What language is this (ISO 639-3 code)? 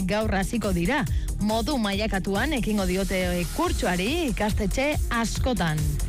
eus